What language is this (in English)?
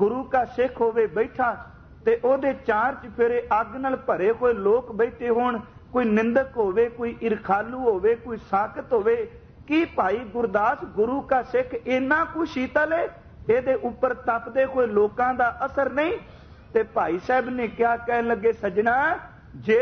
Punjabi